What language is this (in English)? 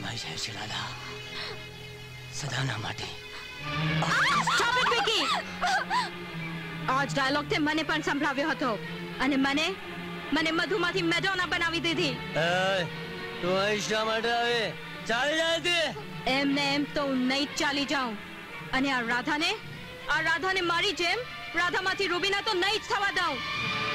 Gujarati